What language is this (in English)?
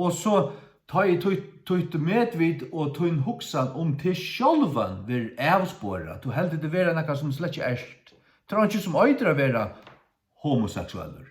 Faroese